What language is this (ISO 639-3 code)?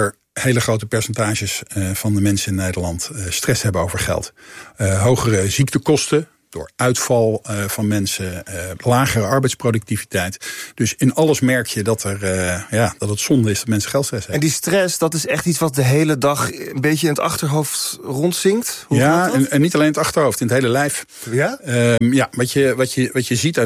nld